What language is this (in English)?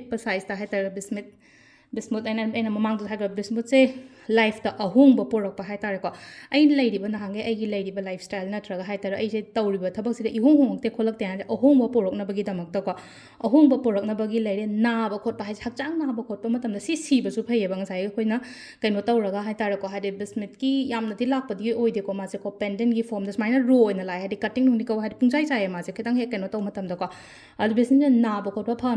Manipuri